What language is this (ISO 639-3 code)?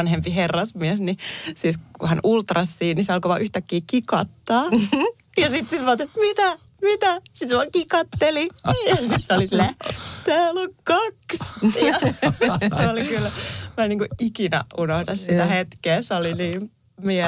fin